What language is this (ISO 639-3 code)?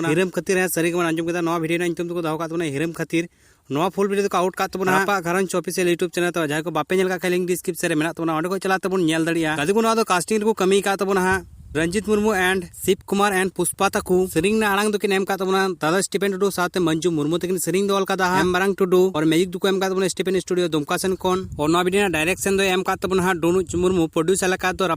sat